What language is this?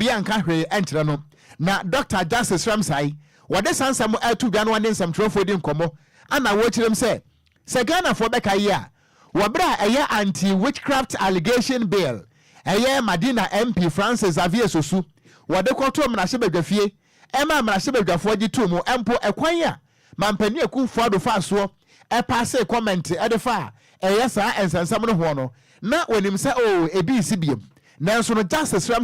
Akan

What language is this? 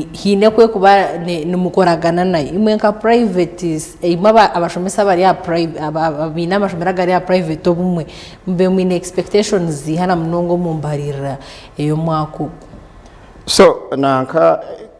Nyankole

